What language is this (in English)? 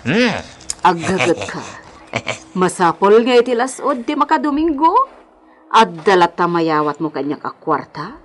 Iloko